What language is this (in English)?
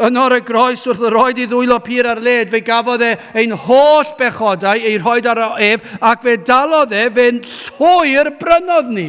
Welsh